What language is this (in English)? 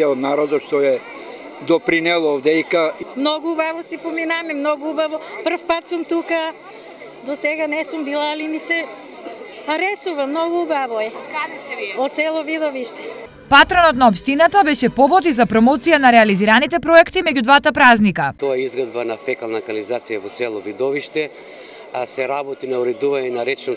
Macedonian